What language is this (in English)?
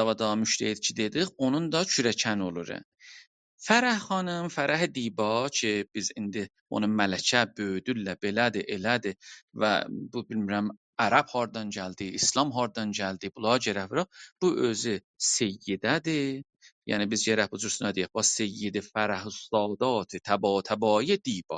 South Azerbaijani